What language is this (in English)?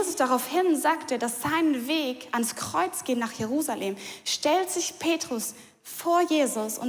Swiss German